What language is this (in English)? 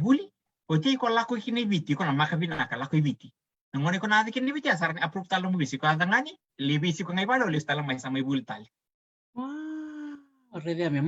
Fijian